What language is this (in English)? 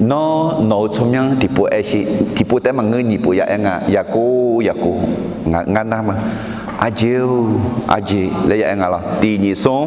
Akha